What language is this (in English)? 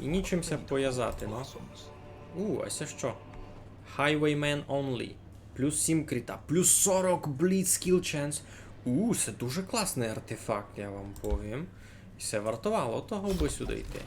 Rusyn